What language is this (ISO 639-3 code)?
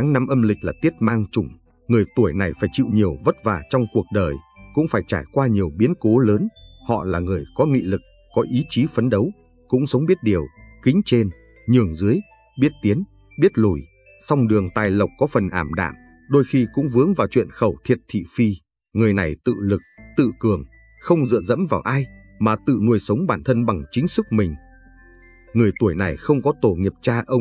vie